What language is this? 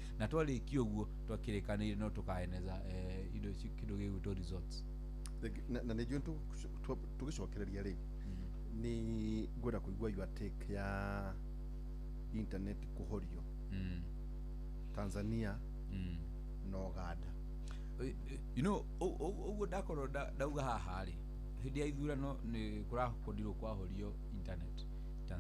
Kikuyu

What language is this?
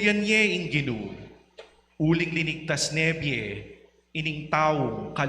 Pampanga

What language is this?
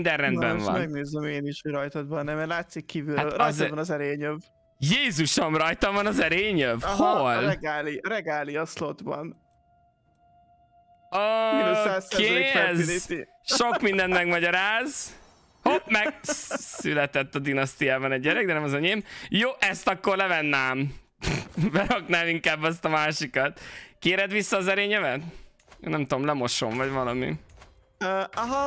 Hungarian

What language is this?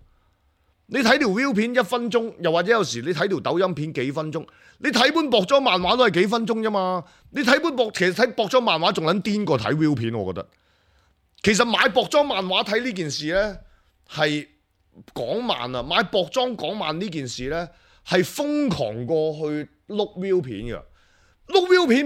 Cantonese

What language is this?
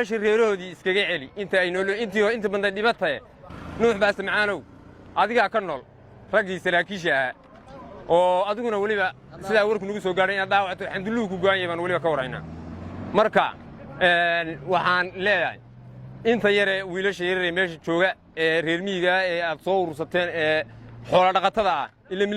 Somali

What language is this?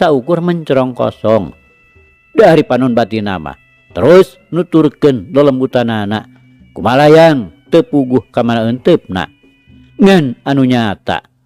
Sundanese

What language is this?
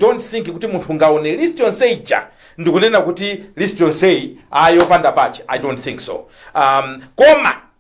Nyanja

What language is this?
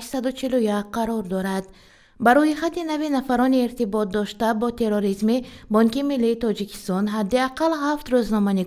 Tajik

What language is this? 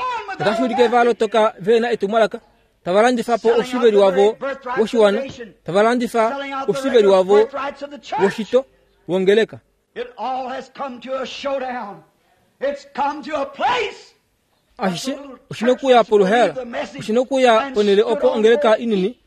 Kuanyama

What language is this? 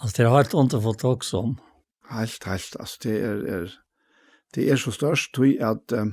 Faroese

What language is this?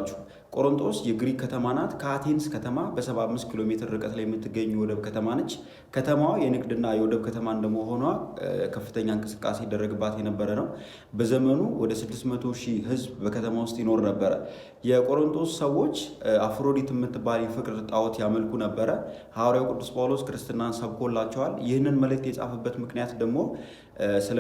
Amharic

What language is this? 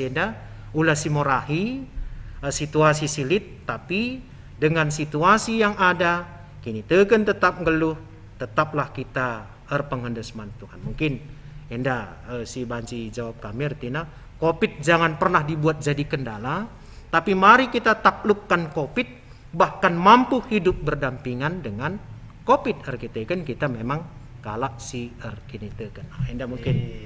Batak Karo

